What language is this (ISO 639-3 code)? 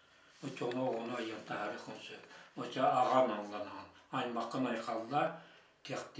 sah